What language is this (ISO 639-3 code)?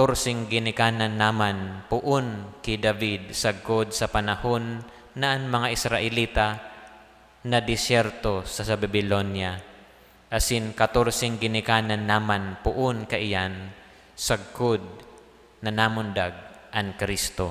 bik